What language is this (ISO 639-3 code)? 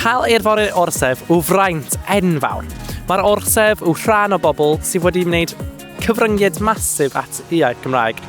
cym